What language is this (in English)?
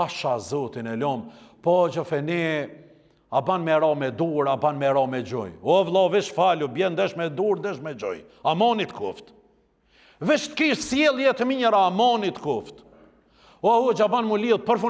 Albanian